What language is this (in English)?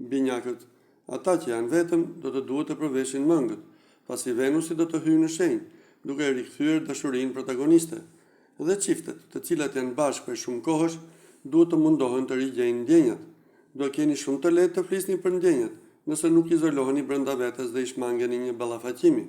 Albanian